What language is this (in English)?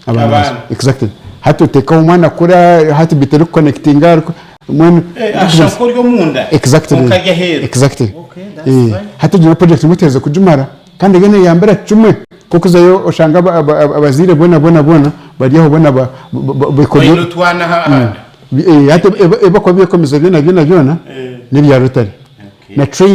Nyankole